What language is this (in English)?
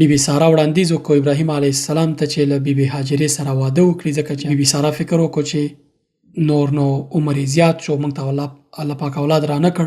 Pashto